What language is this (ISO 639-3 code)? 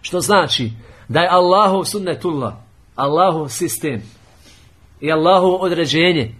bos